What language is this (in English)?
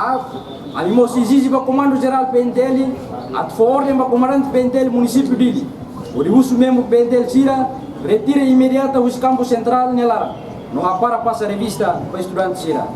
Tetum